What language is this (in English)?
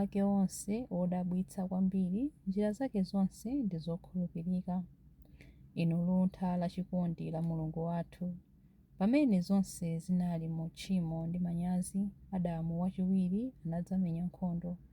Nyanja